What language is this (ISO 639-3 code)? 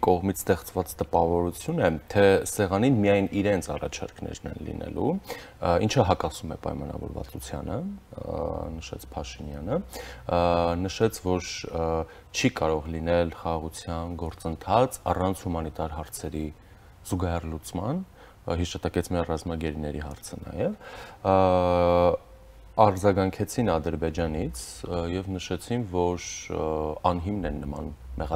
hye